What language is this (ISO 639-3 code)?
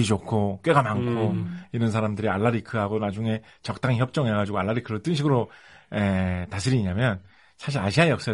kor